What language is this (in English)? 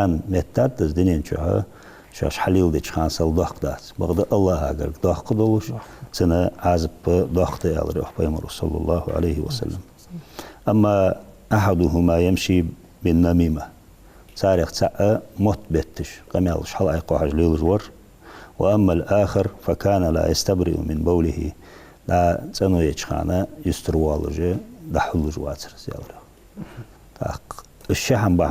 Ingush